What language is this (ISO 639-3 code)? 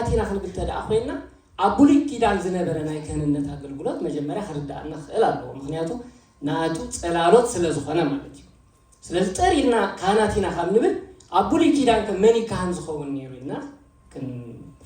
tir